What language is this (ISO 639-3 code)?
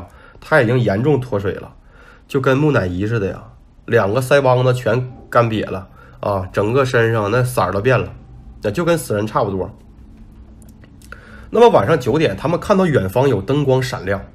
zho